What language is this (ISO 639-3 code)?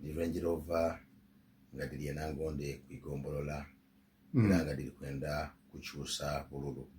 lug